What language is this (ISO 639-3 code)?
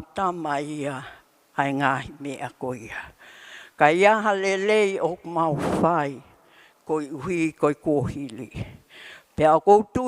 ton